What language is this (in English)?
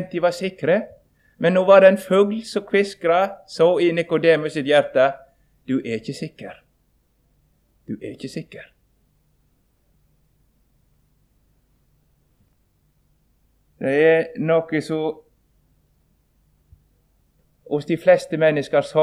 Norwegian